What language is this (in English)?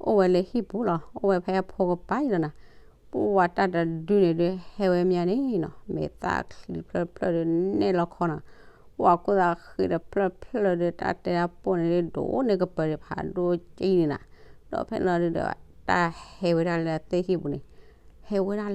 S'gaw Karen